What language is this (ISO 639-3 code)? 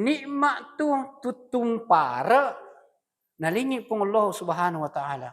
bug